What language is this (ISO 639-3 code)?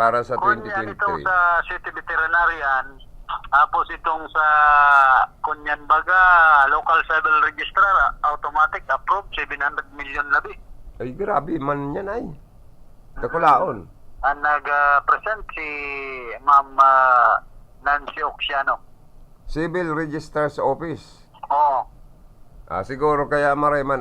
bik